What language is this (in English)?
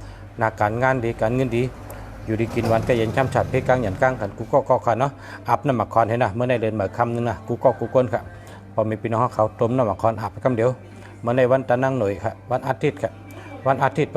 Shan